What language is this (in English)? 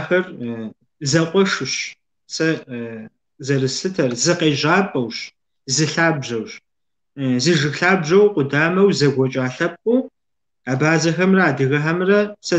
Kabardian